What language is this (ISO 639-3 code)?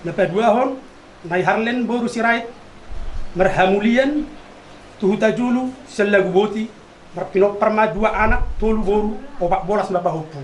bbc